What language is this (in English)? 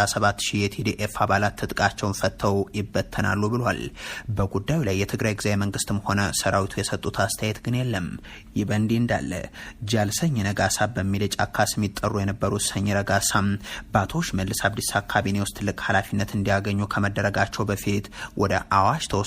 Amharic